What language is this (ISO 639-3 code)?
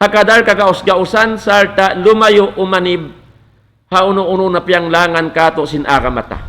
tsg